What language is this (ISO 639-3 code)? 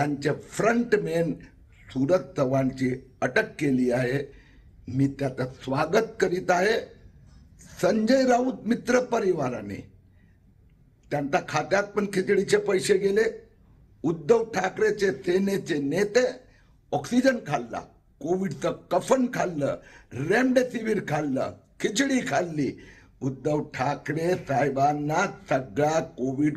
mar